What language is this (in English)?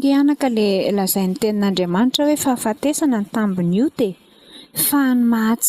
Malagasy